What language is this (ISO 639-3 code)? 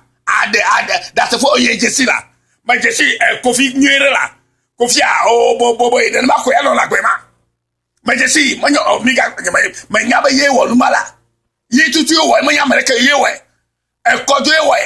ewe